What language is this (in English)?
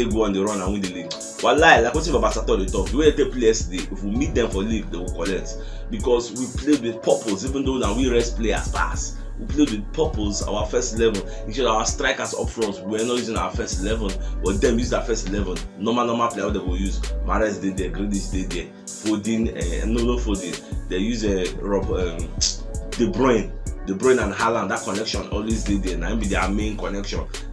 Nigerian Pidgin